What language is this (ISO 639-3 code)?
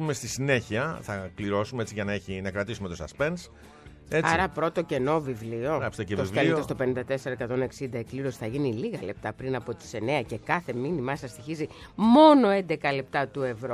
ell